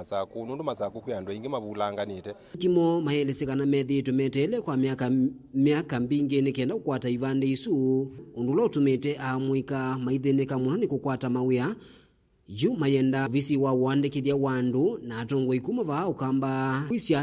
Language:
Kamba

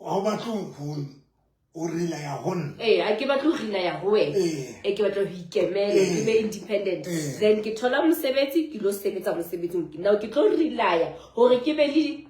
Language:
Southern Sotho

